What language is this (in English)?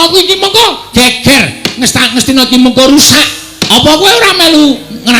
Javanese